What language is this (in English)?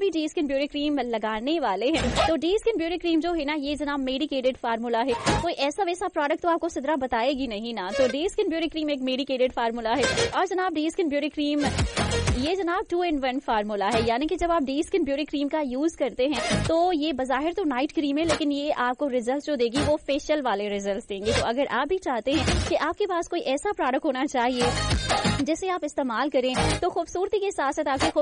Urdu